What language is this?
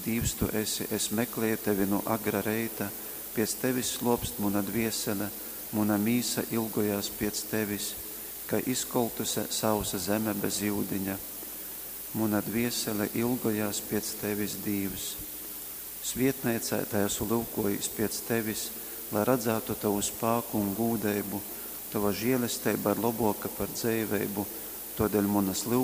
Latgalian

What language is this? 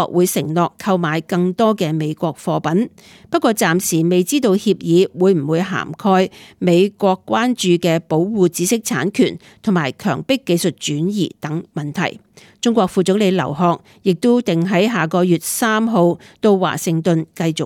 Cantonese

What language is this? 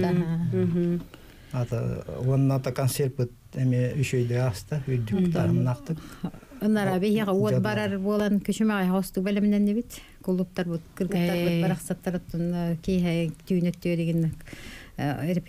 Yakut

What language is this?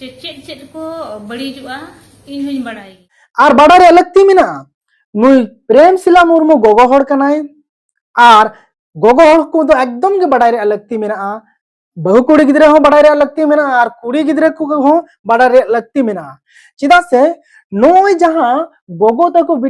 Santali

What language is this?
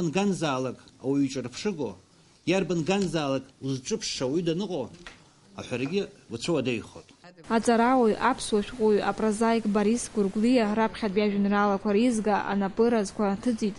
Abkhazian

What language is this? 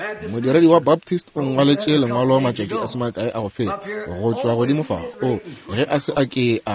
Northern Sotho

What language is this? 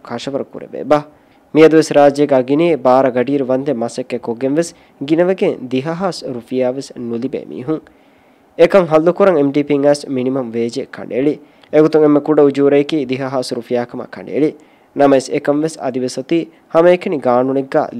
Divehi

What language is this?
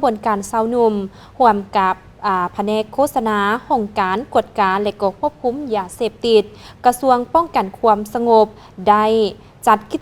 Lao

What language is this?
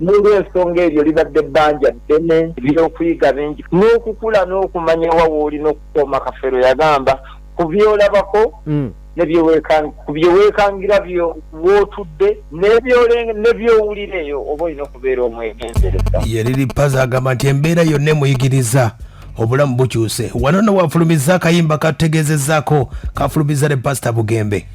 Ganda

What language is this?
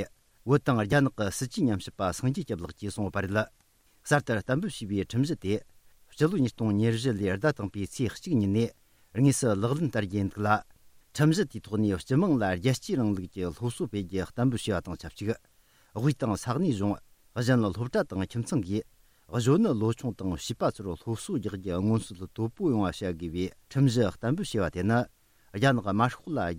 Tibetan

